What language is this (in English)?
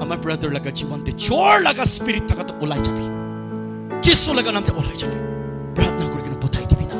Naga Pidgin